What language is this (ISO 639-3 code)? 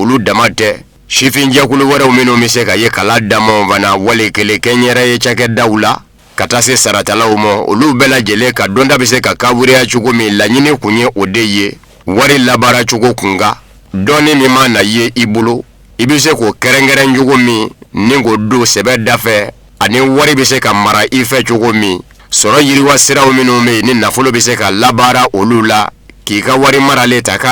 bam